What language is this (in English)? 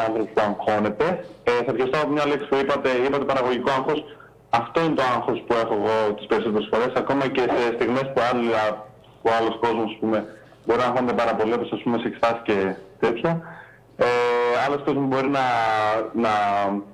Greek